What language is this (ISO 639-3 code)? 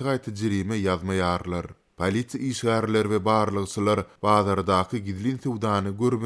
tuk